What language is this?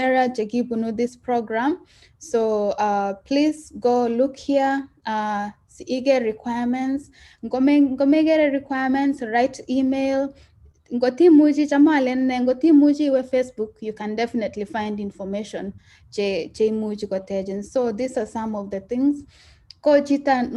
Kalenjin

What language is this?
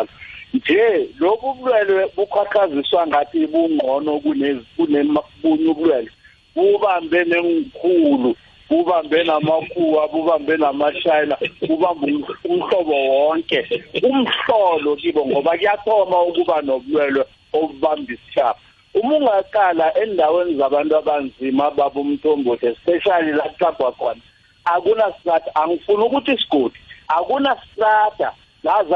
South Ndebele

